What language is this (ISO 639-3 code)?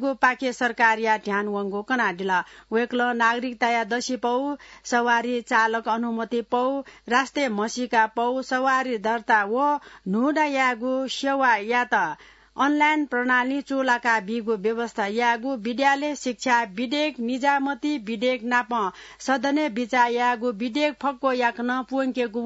new